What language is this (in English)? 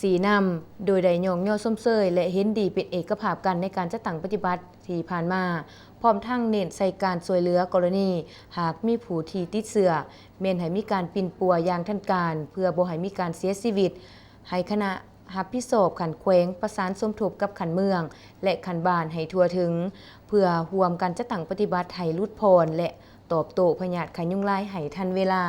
Lao